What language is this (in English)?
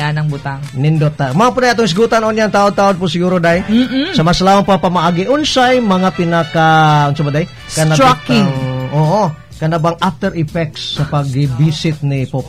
Cebuano